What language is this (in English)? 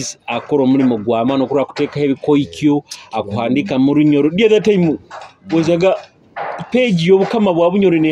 Nyoro